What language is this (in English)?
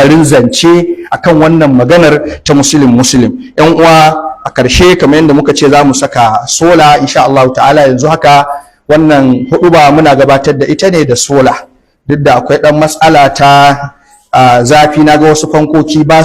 Hausa